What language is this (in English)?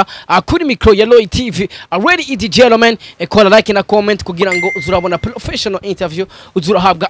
Rundi